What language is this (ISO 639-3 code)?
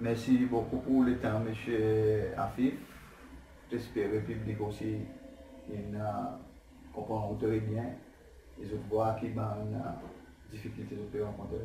crs